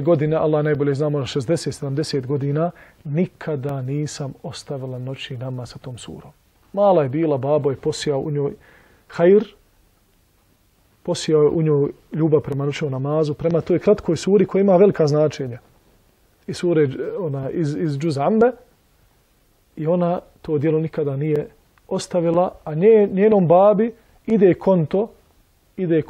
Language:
Bosnian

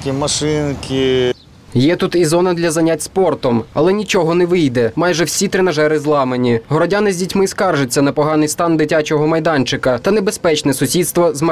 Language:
Ukrainian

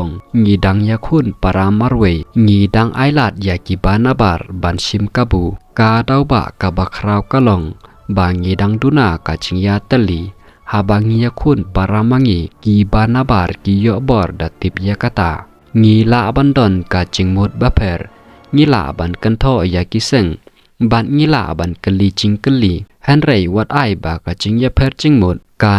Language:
Khasi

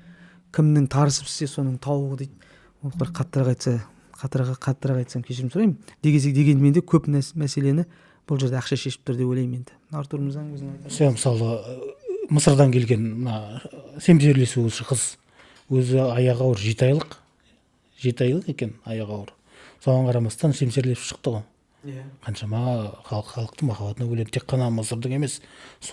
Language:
Kazakh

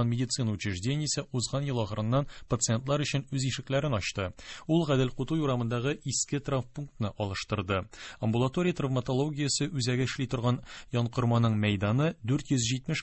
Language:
Tatar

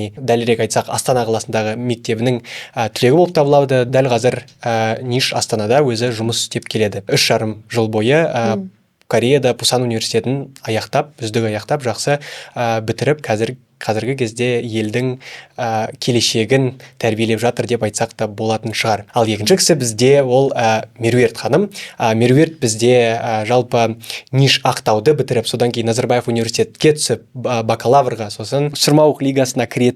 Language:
Kazakh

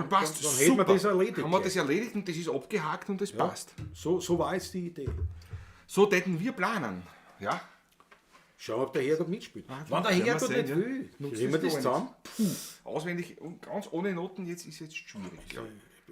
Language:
Bavarian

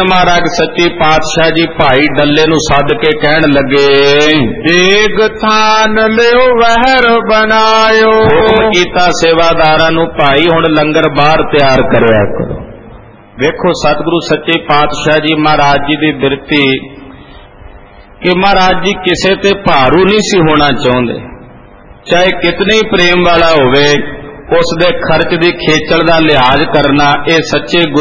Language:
Punjabi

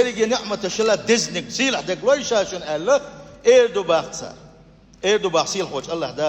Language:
Chechen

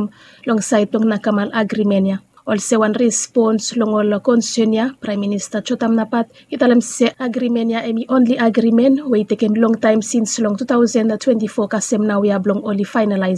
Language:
Bislama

